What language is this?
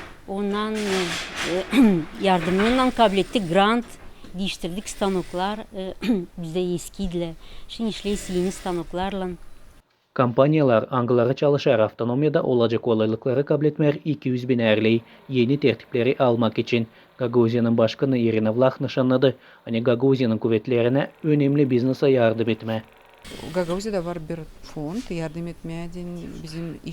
Gagauz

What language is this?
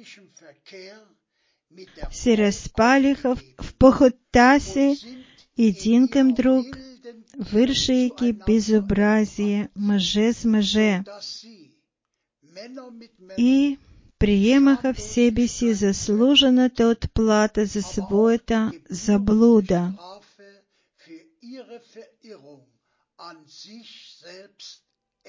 Bulgarian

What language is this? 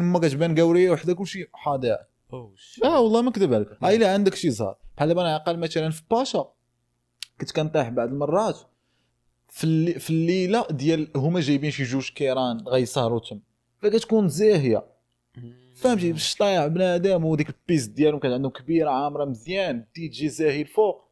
Moroccan Arabic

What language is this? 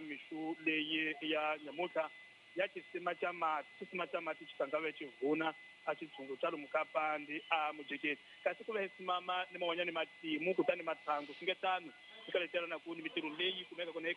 Tsonga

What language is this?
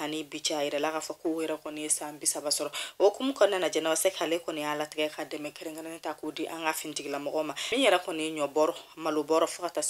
Bambara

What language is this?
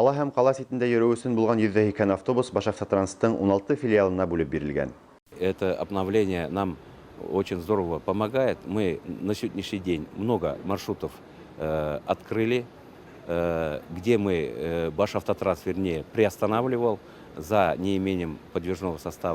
Bashkir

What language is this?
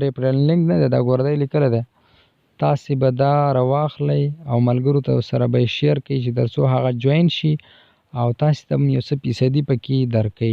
Pashto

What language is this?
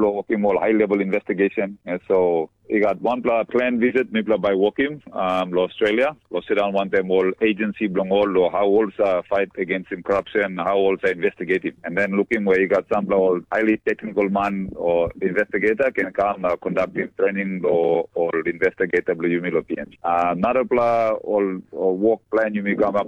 Tok Pisin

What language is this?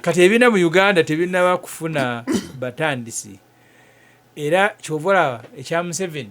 Ganda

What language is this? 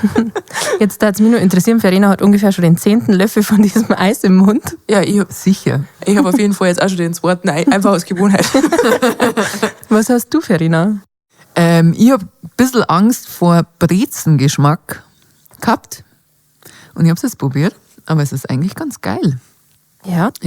Bavarian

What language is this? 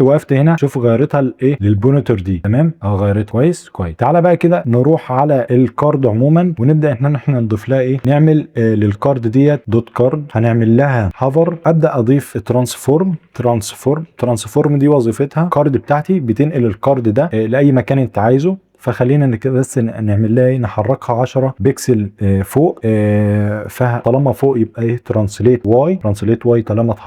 Egyptian Arabic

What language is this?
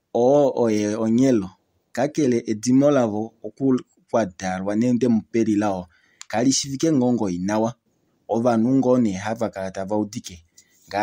Kuanyama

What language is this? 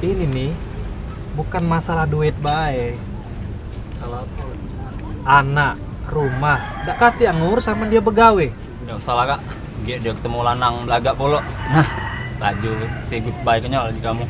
Musi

